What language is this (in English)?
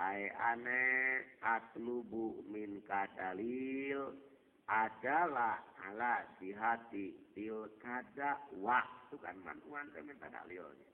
Sundanese